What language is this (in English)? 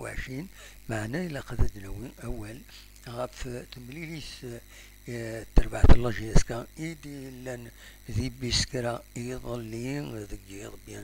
Kabyle